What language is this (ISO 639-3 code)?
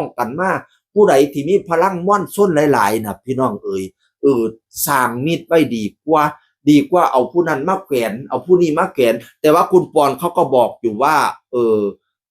tts